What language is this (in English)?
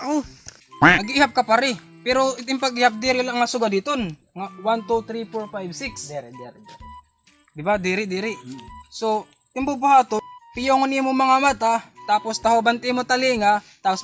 Waray